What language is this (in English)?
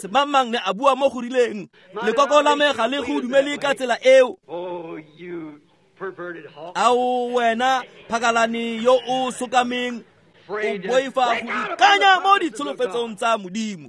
Tswana